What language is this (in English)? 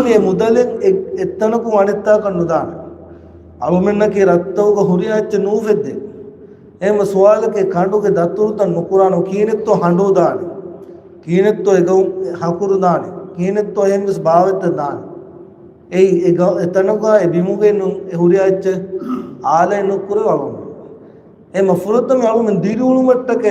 Divehi